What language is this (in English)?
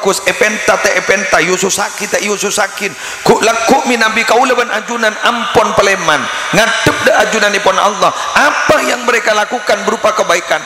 Madurese